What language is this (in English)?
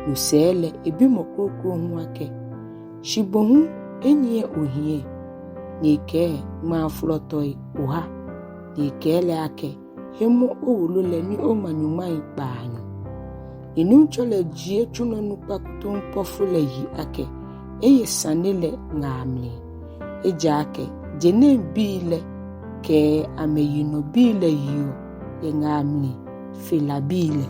Ga